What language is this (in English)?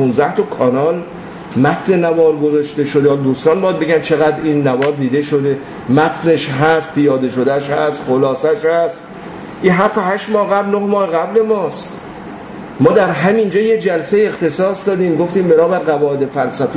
Persian